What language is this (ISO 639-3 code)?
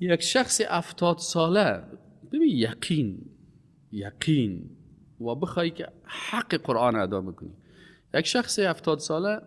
fas